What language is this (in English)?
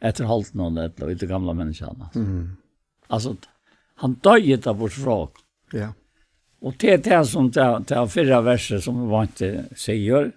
Faroese